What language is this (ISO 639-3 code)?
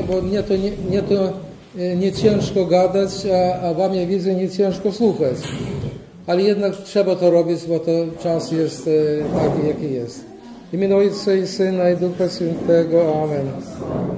pol